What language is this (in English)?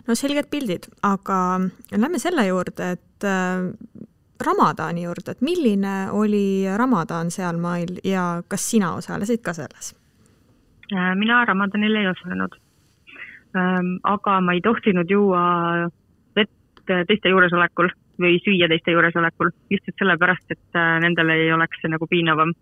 Estonian